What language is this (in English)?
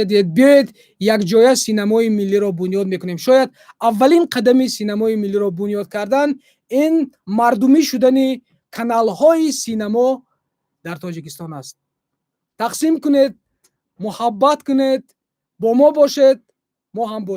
Tajik